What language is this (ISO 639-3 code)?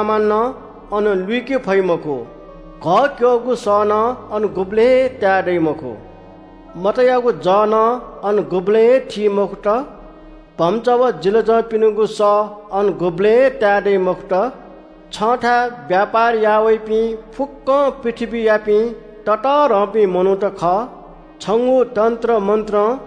new